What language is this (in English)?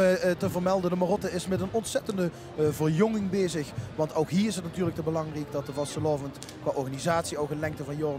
Limburgish